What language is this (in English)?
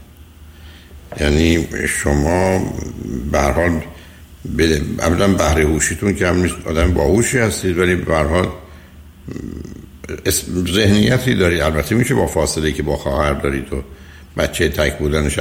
Persian